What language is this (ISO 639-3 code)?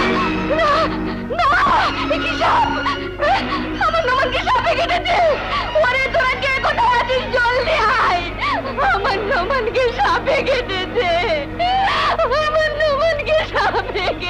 ben